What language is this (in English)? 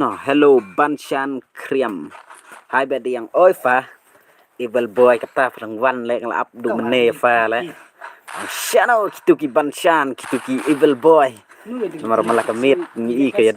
Khasi